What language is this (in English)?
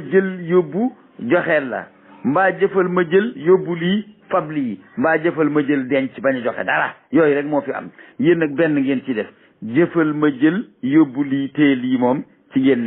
Wolof